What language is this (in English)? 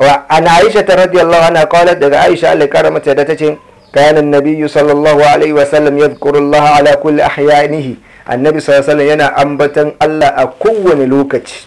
Hausa